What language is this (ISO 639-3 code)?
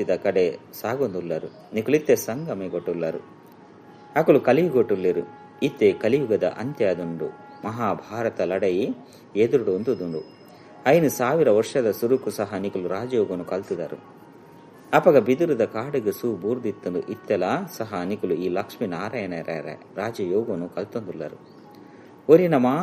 tcy